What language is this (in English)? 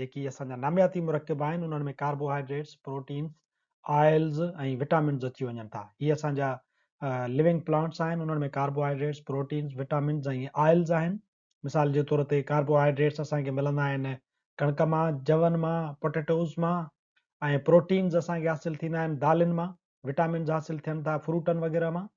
Sindhi